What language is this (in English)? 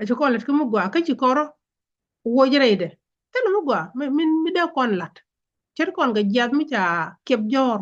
Nuer